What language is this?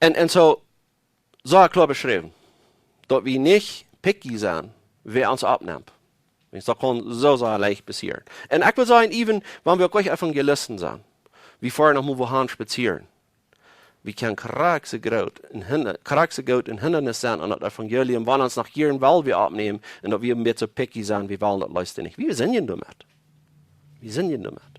Plautdietsch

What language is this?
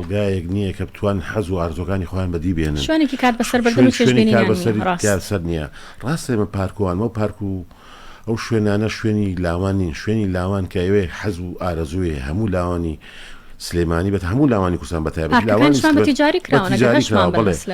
Central Kurdish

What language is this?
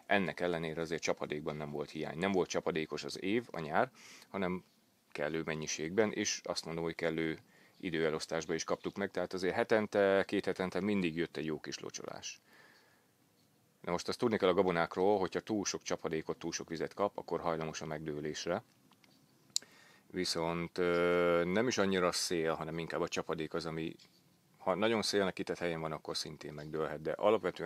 Hungarian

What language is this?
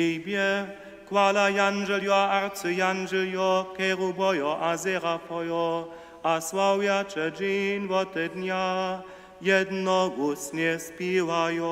Upper Sorbian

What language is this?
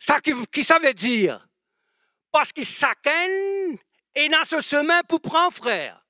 Morisyen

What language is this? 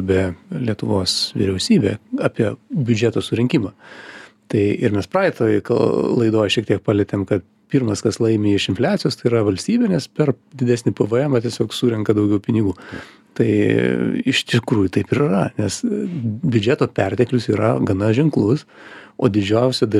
Lithuanian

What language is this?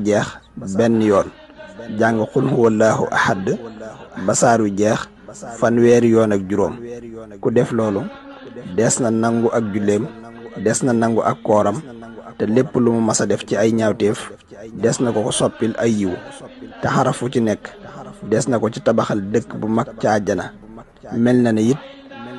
Wolof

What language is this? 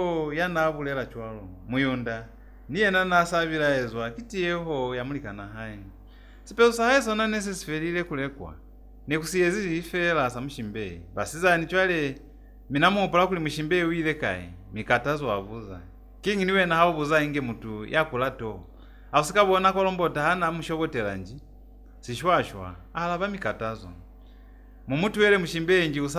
Lozi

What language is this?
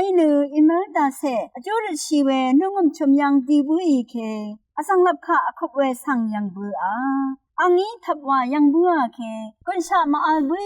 Rawang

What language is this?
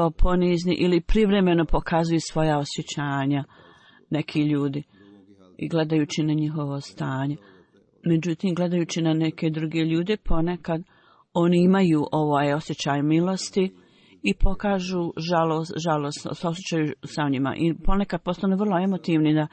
Bosnian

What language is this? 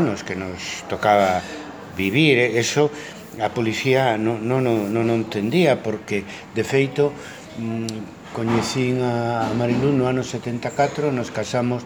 Galician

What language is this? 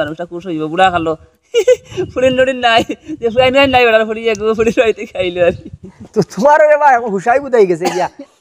Sylheti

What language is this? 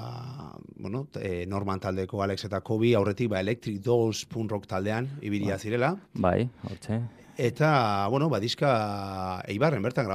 Basque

